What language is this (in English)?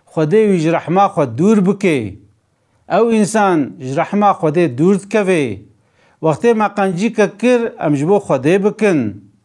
Kurdish